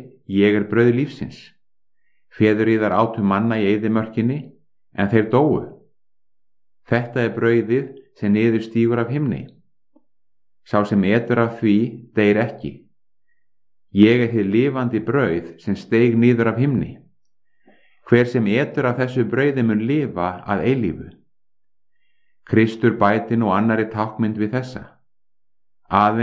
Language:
Icelandic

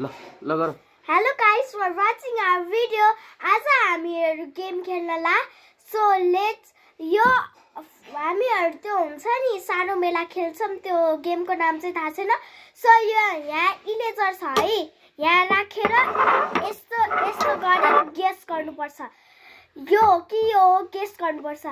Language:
Nepali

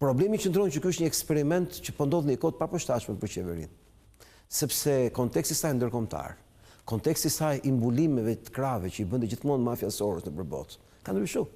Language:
Albanian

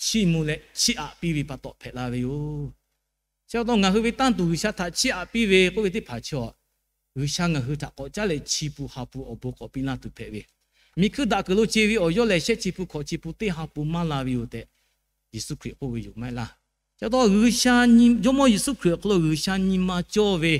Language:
Lahu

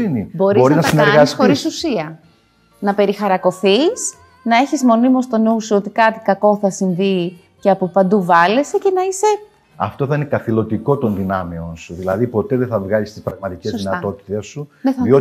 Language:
Greek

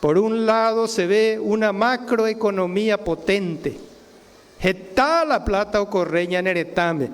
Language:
Guarani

